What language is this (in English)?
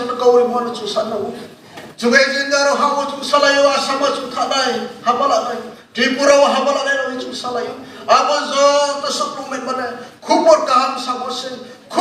Riang (India)